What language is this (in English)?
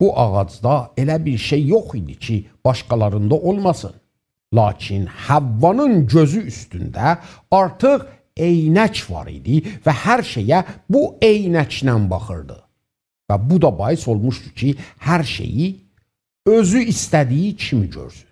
South Azerbaijani